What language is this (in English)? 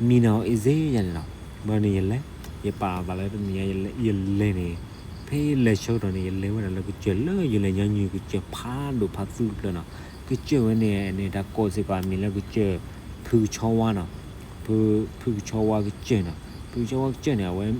S'gaw Karen